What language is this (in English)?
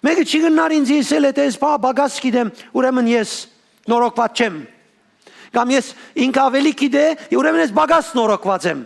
Western Armenian